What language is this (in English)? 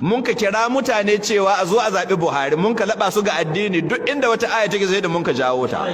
Hausa